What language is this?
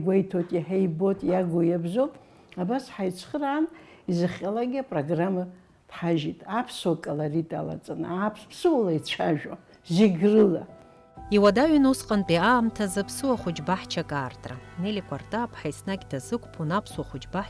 Abkhazian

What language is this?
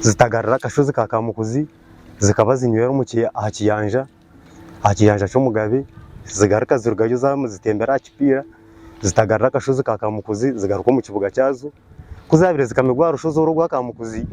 Nyankole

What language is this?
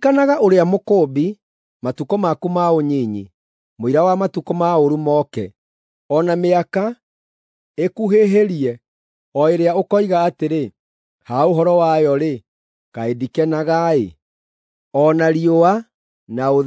Kikuyu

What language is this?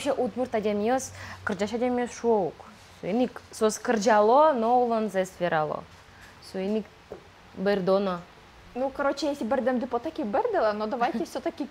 Udmurt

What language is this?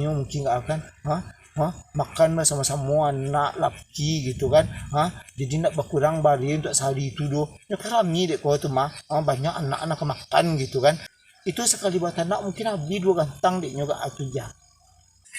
Minangkabau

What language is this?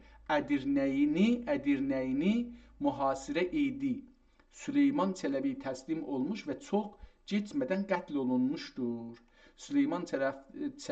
South Azerbaijani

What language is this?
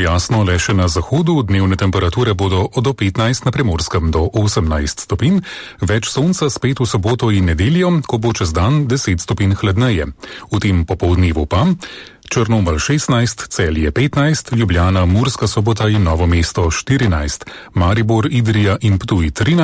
Slovenian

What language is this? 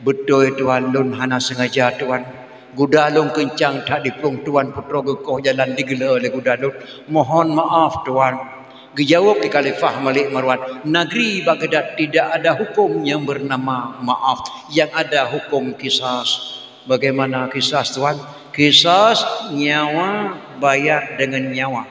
Achinese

